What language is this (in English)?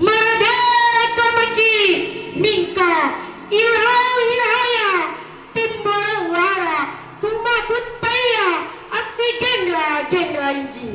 Makasar